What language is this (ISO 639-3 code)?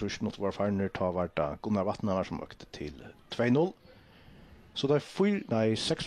fao